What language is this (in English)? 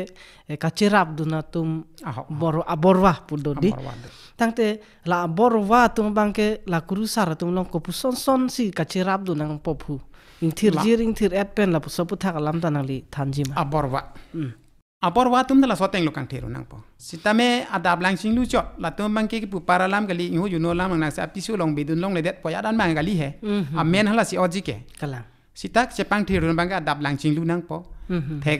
Karbi